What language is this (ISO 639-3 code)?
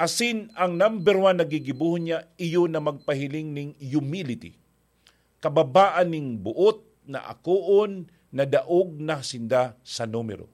bik